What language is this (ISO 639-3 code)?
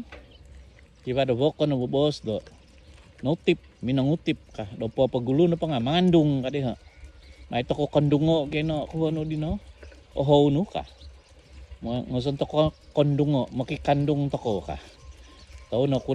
dtp